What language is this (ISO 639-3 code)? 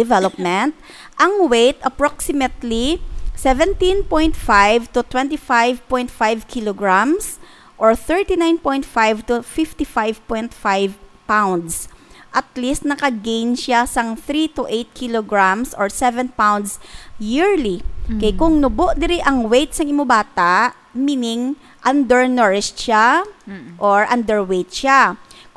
hil